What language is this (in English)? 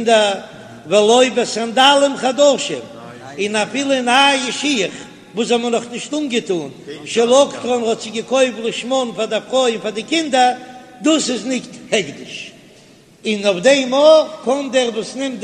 Yiddish